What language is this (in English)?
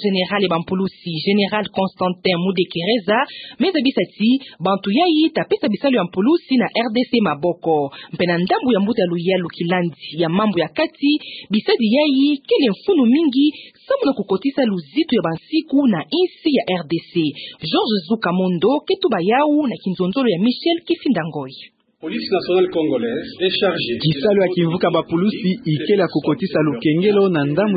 Kituba (Democratic Republic of Congo)